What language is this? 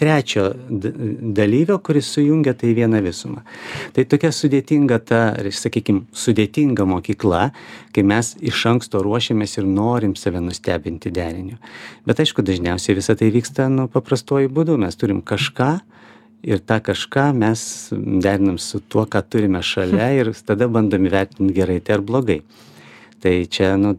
Lithuanian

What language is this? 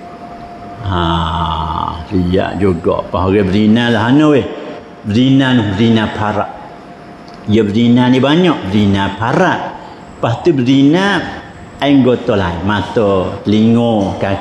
Malay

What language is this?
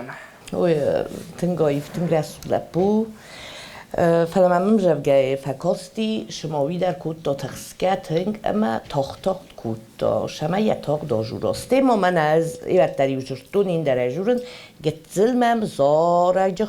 Ossetic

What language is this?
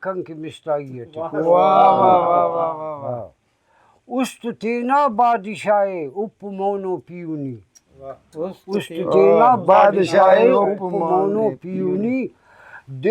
Brahui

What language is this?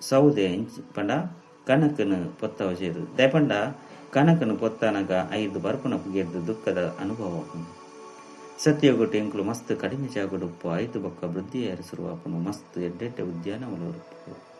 Tulu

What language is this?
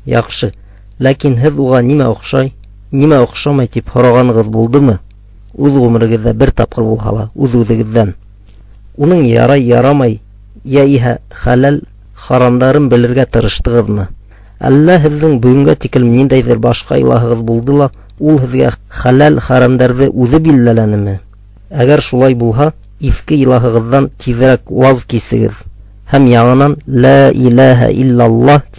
Bashkir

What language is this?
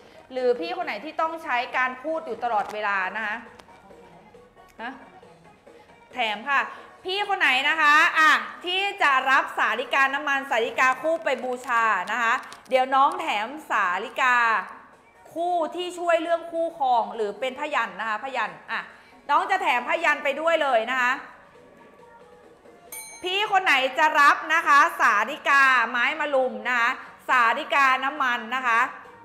Thai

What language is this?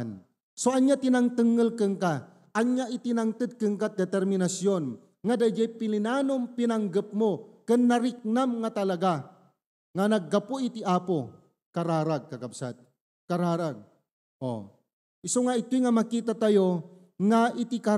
Iloko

